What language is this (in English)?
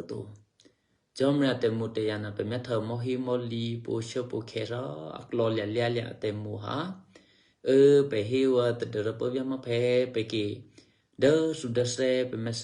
Eastern Kayah